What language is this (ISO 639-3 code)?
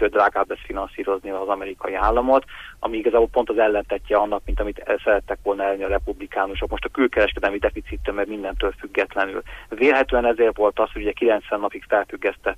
hun